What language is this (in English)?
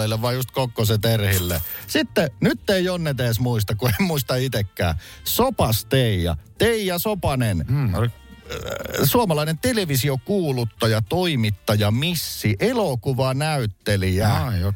Finnish